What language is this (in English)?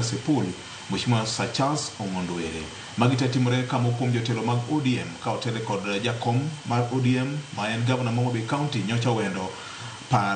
Luo (Kenya and Tanzania)